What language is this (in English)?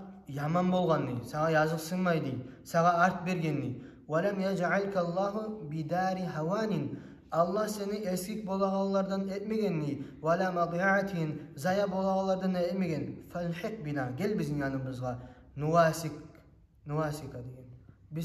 Kumyk